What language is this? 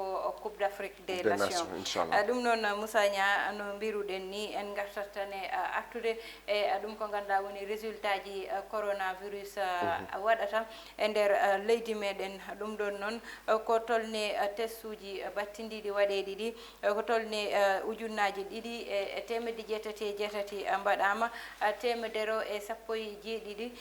Fula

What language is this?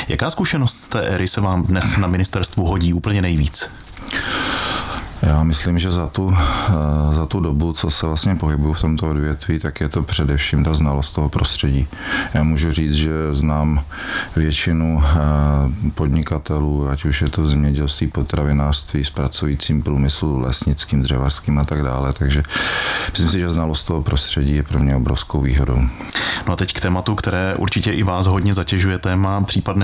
Czech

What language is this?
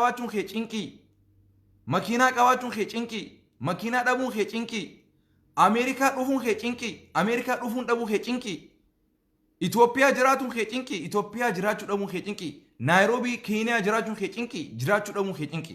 Oromo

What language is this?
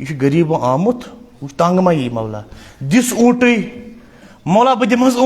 Kashmiri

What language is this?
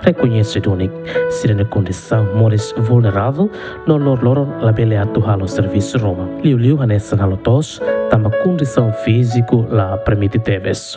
Tetum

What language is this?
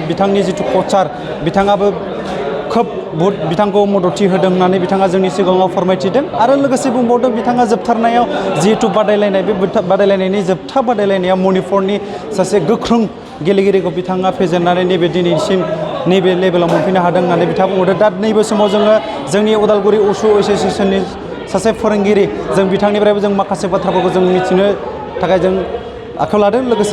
Bodo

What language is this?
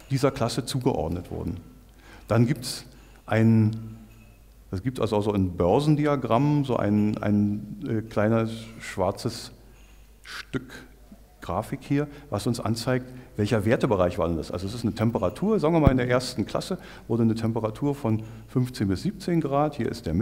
German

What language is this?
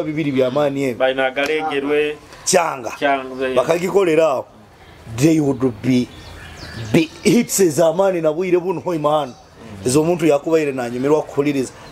Nyoro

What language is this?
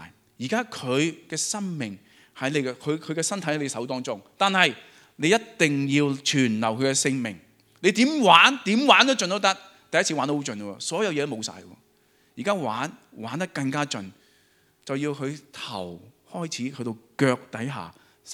Cantonese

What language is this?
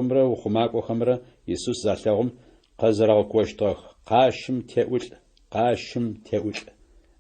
Adyghe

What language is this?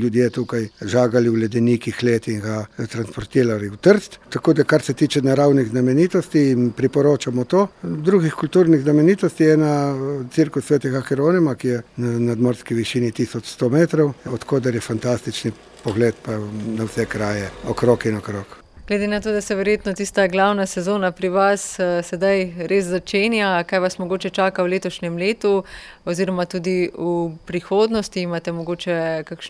Slovenian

